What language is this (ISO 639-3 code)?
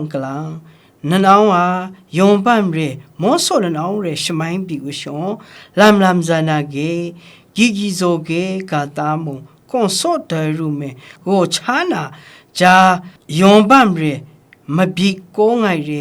kac